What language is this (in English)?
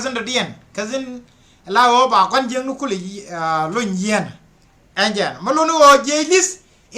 Nuer